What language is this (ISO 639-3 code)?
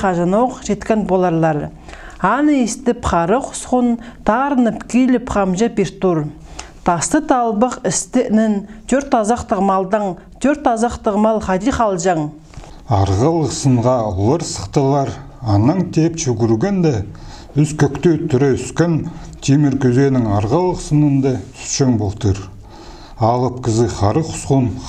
kjh